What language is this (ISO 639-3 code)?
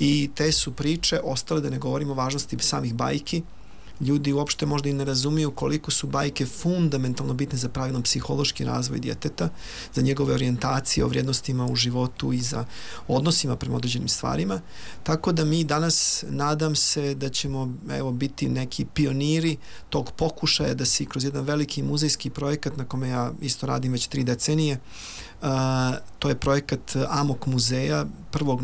bos